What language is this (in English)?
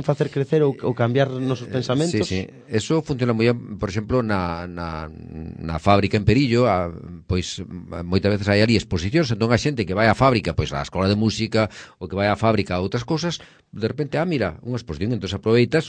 Galician